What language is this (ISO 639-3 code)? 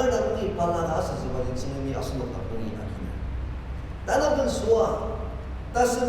njo